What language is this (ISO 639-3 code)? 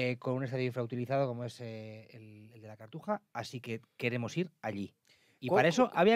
spa